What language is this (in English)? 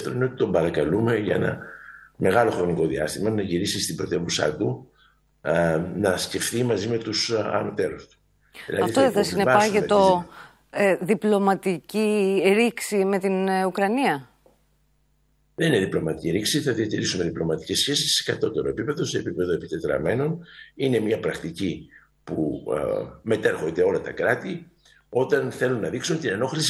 Greek